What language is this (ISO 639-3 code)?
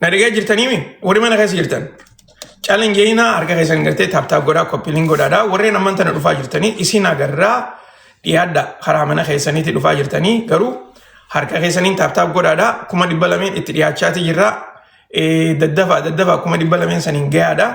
orm